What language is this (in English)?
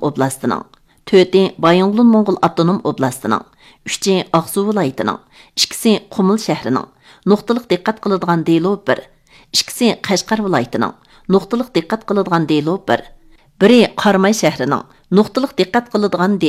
Uyghur